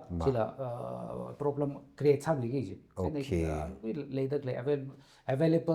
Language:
Tangkhul Naga (India)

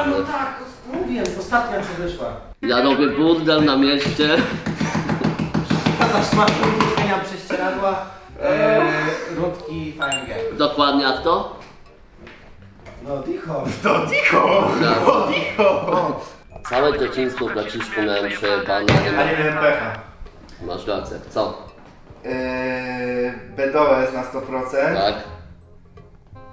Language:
Polish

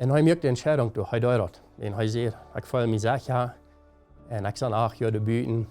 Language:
Plautdietsch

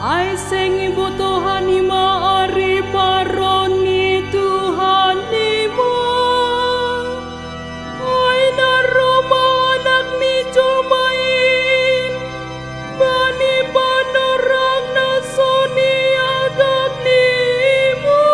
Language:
Batak Simalungun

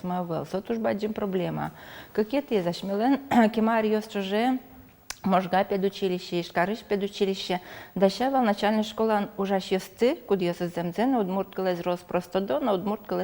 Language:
Udmurt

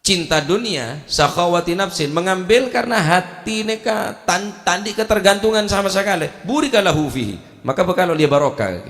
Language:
Madurese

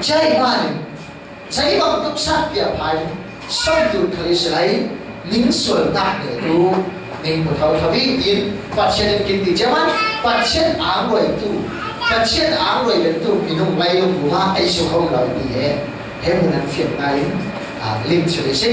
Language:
Falam Chin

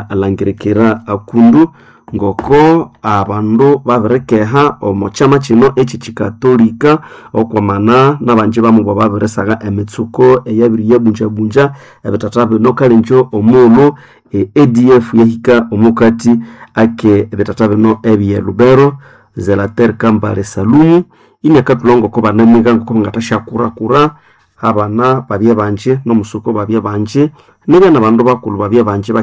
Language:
Nande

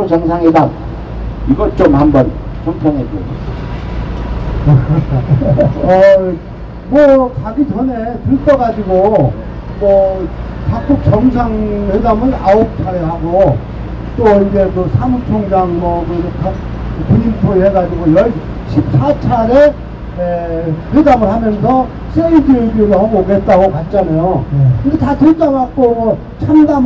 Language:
Korean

